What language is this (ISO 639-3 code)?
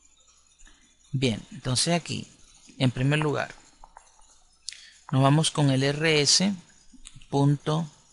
spa